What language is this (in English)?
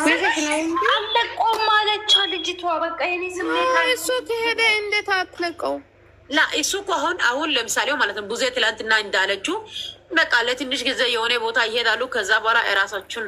Amharic